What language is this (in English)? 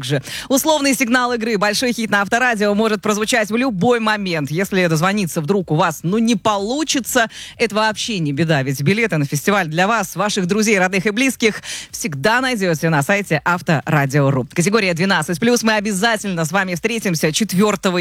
Russian